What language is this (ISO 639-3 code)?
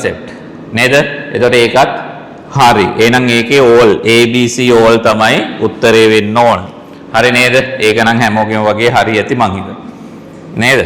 sin